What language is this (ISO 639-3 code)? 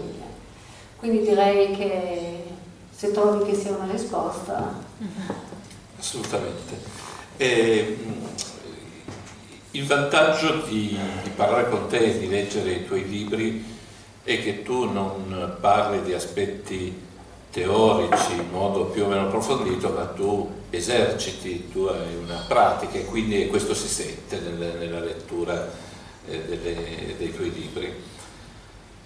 ita